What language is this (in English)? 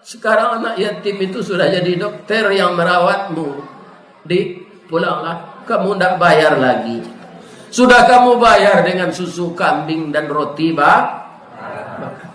Minangkabau